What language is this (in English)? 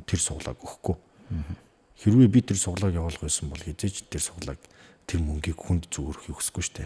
Mongolian